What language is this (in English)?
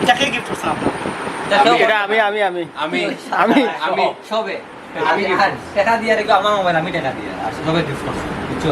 Sylheti